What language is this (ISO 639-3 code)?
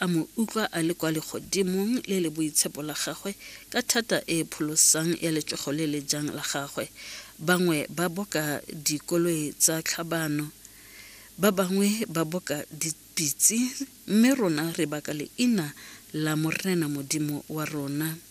tsn